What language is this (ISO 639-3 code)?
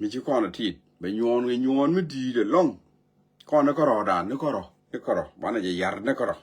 nus